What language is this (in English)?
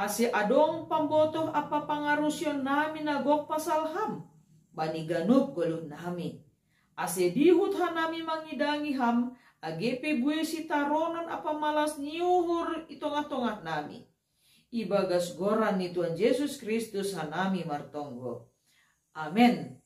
Batak Simalungun